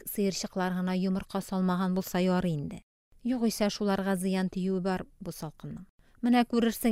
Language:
Tatar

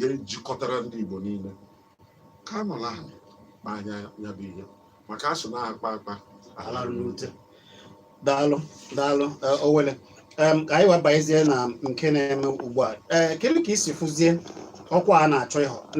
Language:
Igbo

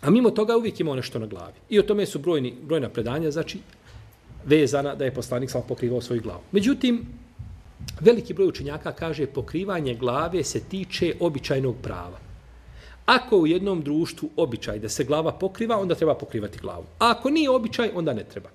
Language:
Bosnian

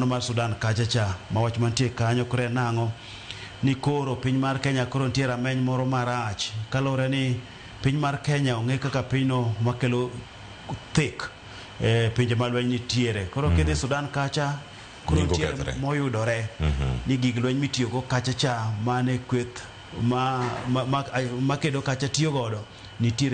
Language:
Luo (Kenya and Tanzania)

